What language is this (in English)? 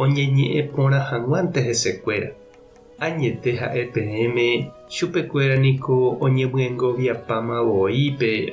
Guarani